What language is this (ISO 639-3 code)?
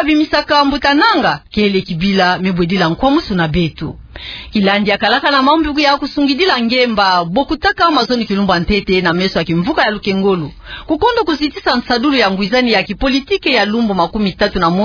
ktu